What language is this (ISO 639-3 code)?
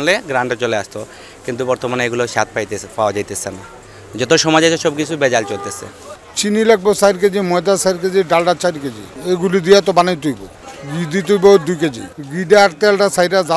syl